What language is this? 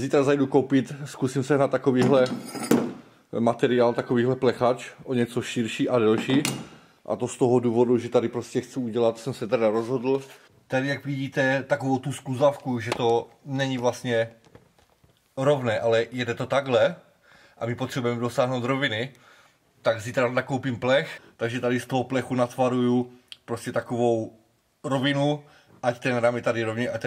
Czech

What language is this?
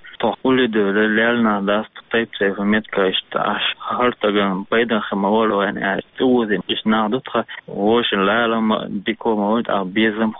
Chechen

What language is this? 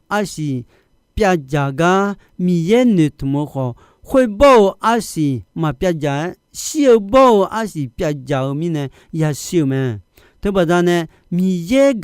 Akha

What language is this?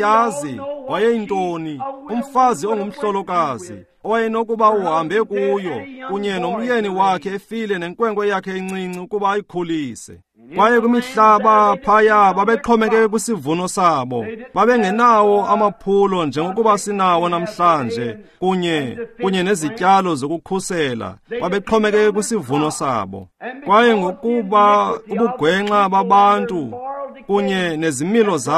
Xhosa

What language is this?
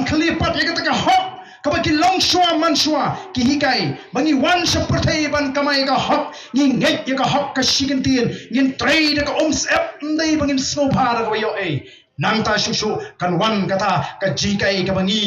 Khasi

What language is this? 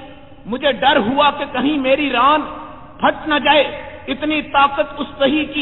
Urdu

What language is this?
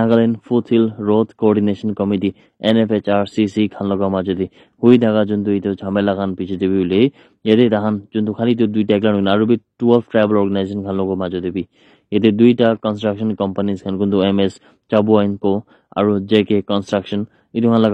Naga Pidgin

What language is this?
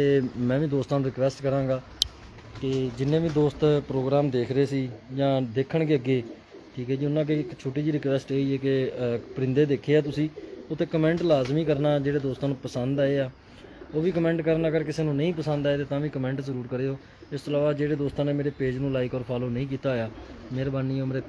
Punjabi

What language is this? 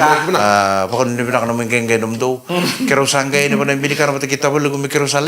Fijian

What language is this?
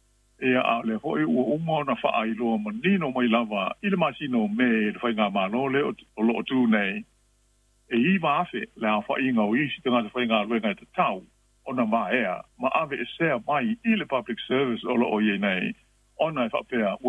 Samoan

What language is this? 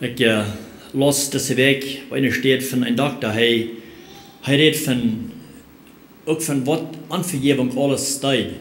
Plautdietsch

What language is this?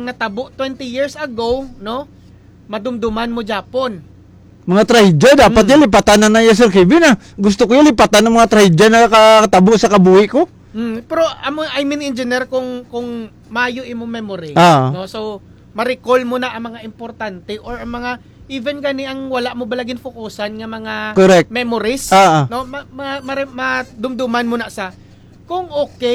Hiligaynon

